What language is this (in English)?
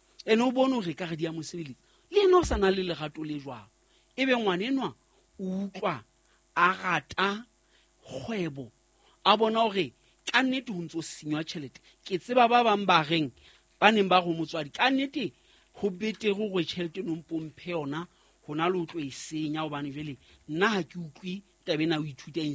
Southern Sotho